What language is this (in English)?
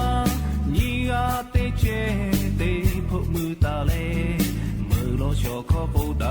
Lahu